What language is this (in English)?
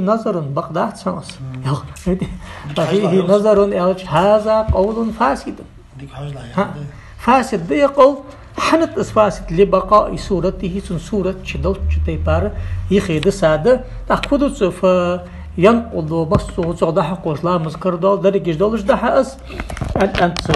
Ingush